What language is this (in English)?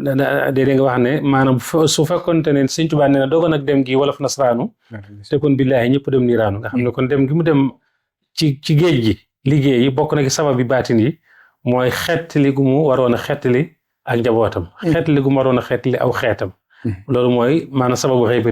Wolof